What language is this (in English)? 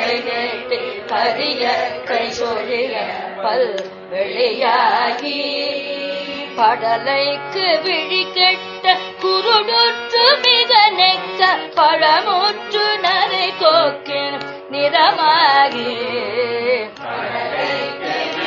Tamil